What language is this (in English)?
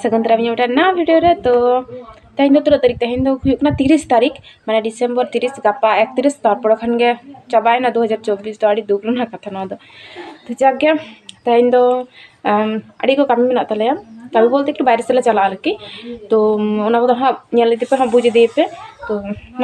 Santali